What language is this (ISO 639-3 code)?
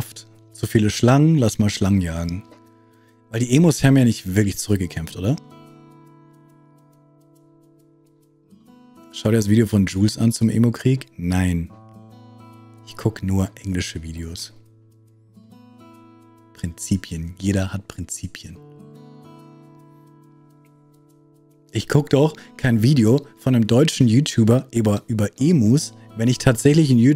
deu